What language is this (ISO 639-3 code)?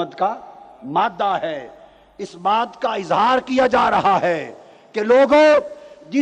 urd